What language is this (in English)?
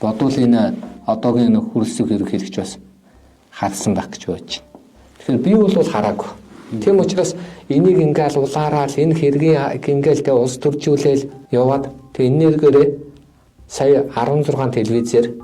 Mongolian